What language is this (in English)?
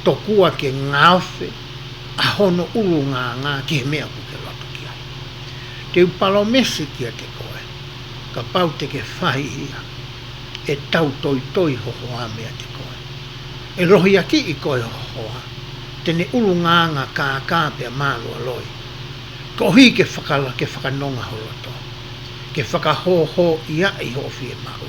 Tongan